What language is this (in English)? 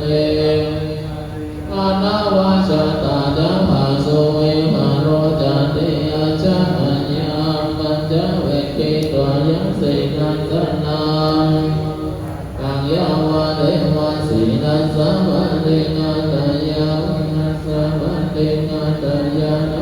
Pali